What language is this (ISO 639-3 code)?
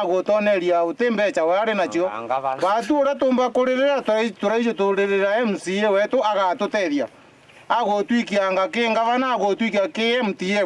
mer